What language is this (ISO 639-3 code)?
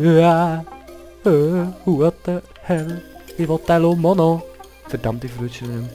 gsw